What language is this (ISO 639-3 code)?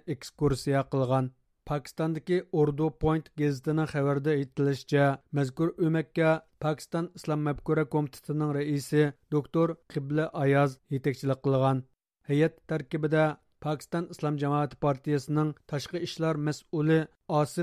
uig